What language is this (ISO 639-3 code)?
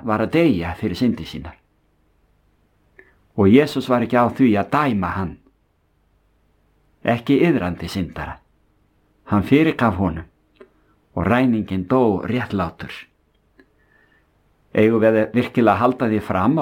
isl